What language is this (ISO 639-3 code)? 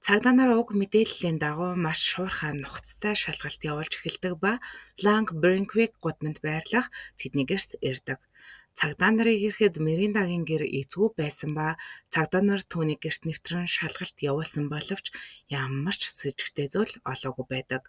mon